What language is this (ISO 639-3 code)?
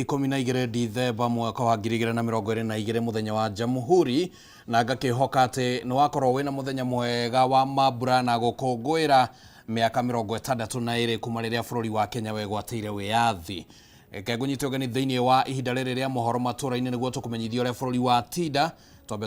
kik